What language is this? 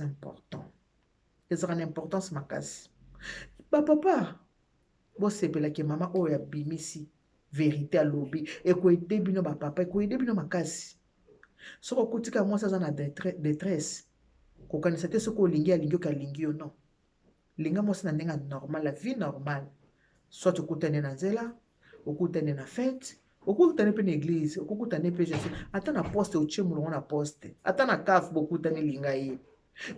Lingala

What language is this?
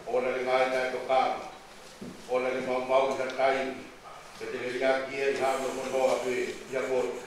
Tongan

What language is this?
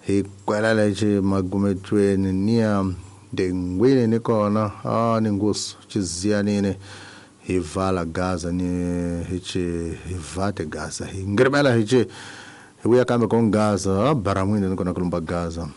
Tsonga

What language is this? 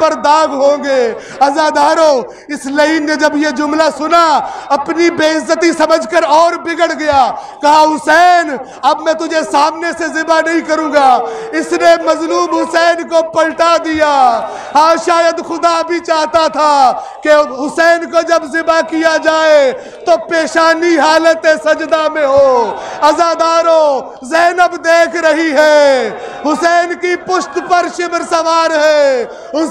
Urdu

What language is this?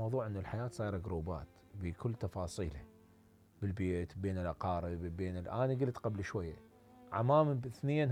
Mesopotamian Arabic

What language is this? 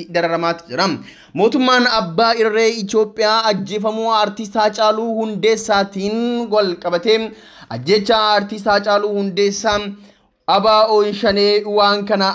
Oromo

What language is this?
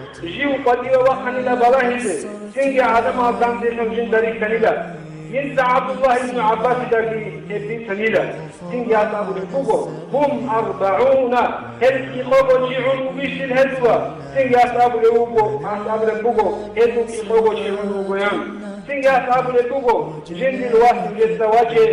Avaric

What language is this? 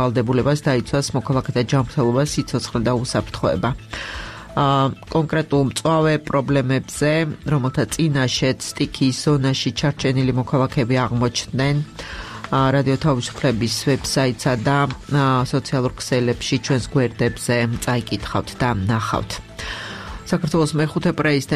Georgian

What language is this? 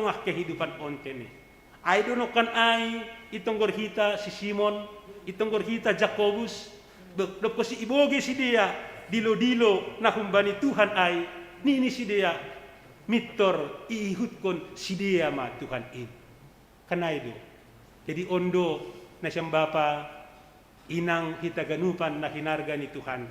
Batak Simalungun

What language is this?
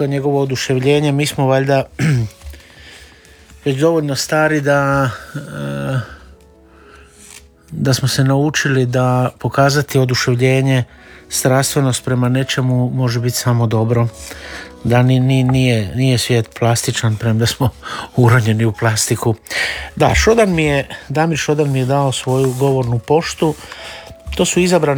Croatian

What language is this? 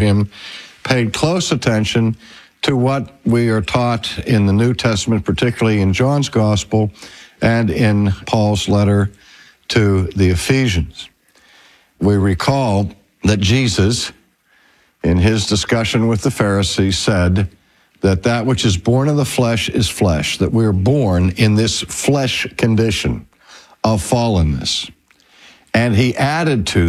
English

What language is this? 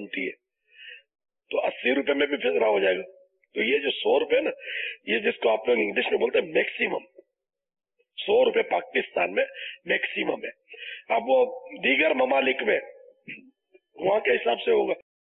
Urdu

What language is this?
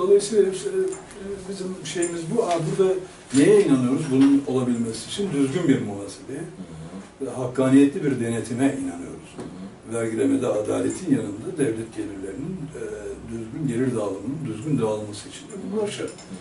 Turkish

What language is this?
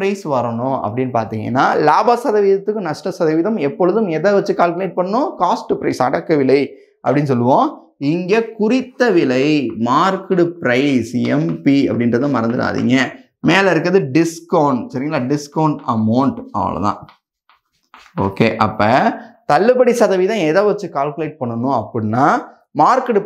Tamil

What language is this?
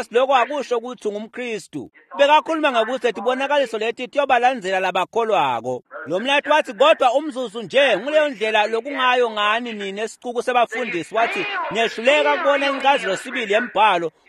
Swati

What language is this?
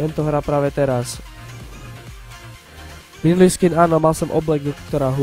Slovak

